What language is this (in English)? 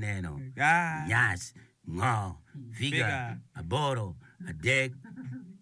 Acoli